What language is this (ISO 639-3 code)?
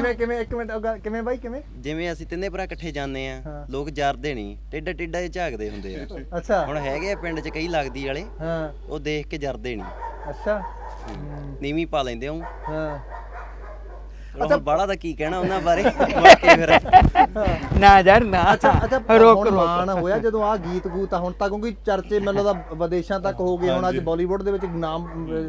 pan